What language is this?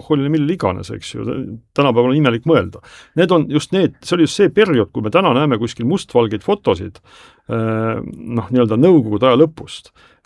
Estonian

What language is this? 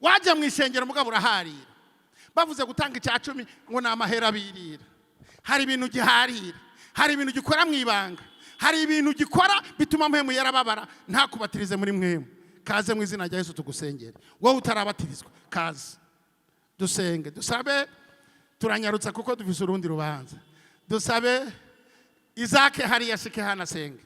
Rundi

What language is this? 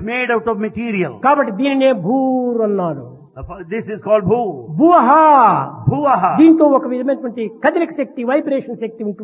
Telugu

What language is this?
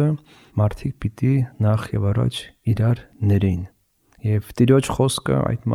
Armenian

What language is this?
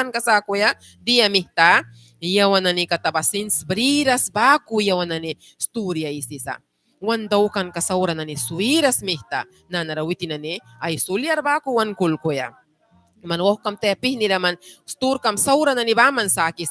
Mískito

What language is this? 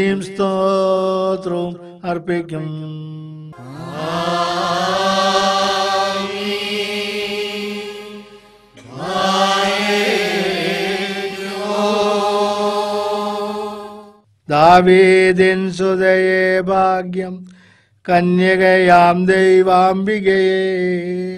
Malayalam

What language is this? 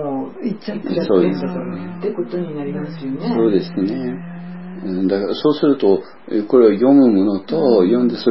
Japanese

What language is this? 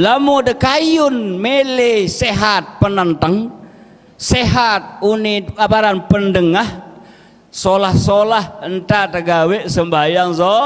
Sasak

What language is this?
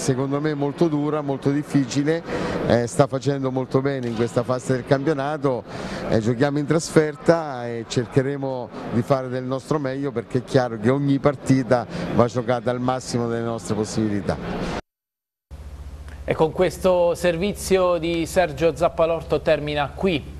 Italian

